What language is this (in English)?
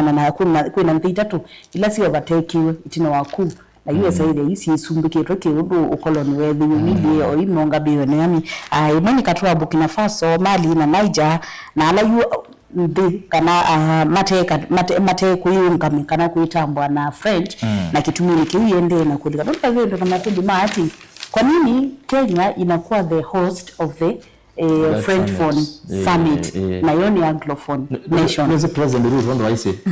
Kamba